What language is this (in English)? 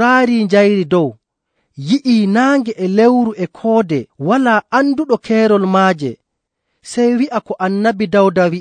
Nigerian Fulfulde